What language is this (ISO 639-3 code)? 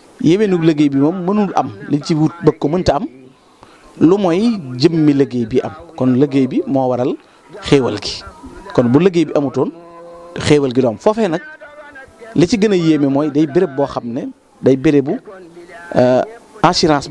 wol